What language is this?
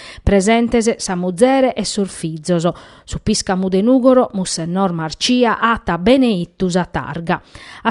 Sardinian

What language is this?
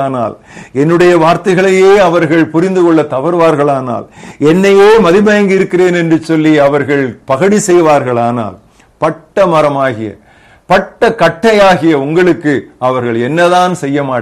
Tamil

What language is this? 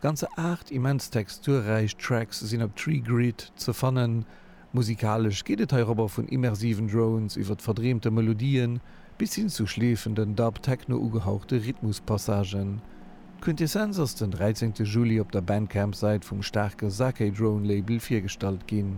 Luxembourgish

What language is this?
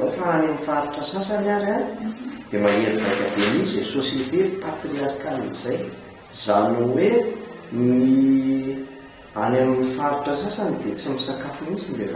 Malagasy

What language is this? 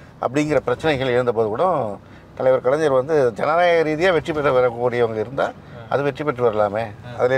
Tamil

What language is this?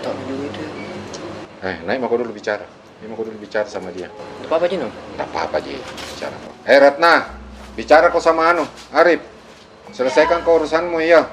Makassar Malay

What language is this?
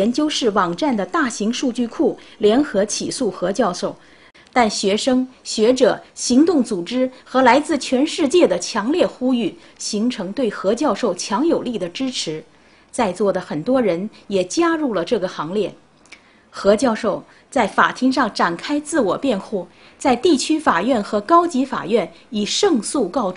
Chinese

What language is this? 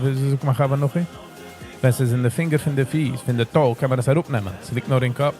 Yiddish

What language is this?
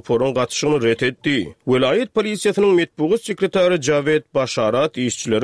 Turkmen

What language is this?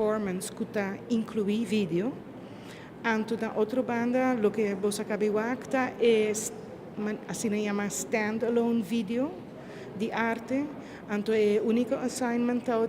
Papiamento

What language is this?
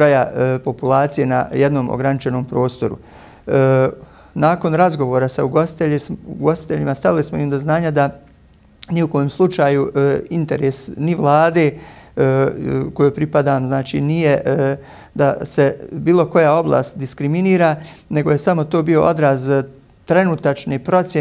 Bosnian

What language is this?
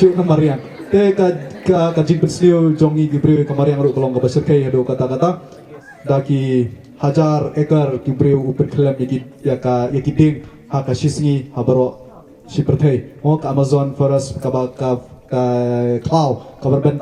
Khasi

